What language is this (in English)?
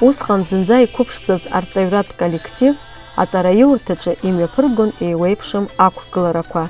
Abkhazian